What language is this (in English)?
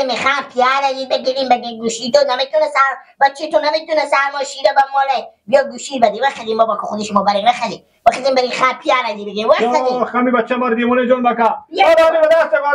Persian